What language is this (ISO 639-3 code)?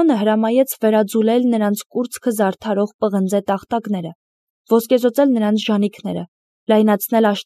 hye